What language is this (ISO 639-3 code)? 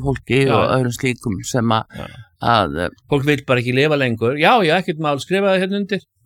isl